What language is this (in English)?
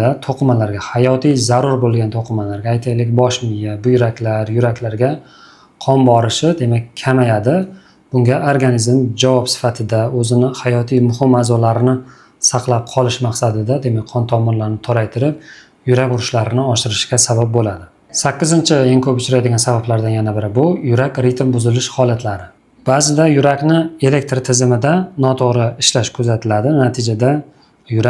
Uzbek